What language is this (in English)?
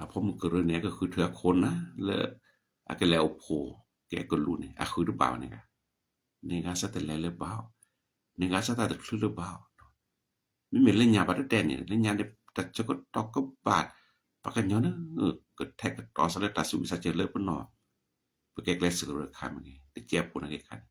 S'gaw Karen